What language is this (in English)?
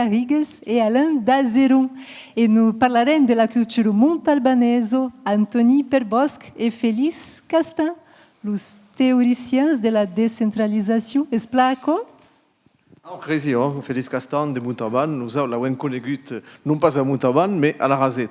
Occitan